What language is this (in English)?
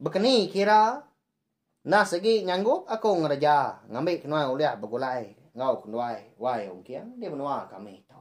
Iban